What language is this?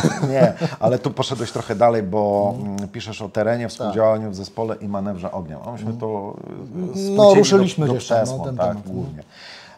Polish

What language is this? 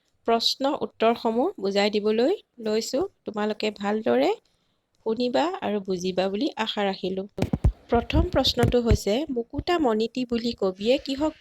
Assamese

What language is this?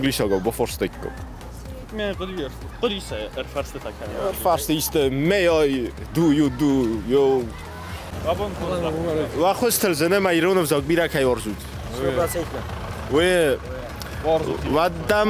Ossetic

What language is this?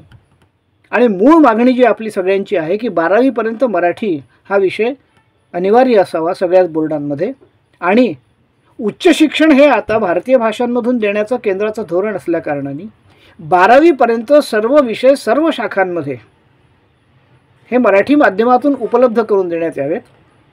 Marathi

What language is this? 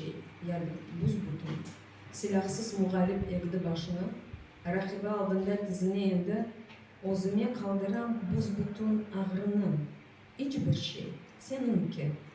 Crimean Tatar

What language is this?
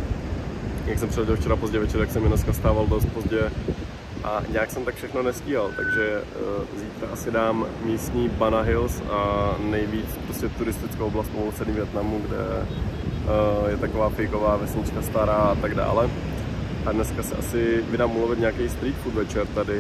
Czech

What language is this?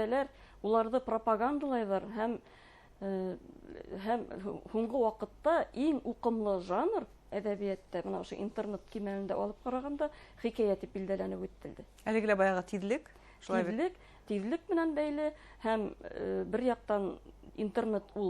Bashkir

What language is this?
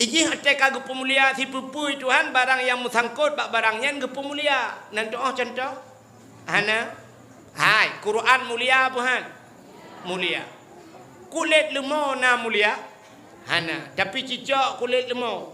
Achinese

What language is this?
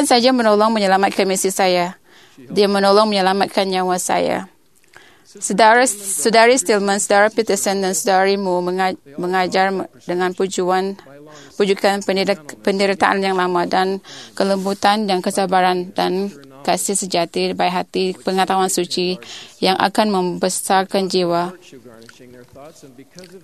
Malay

